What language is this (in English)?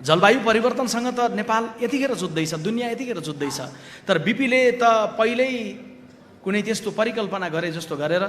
Nepali